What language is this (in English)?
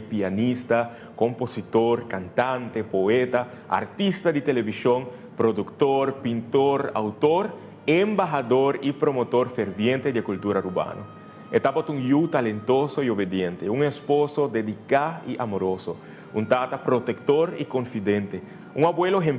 Papiamento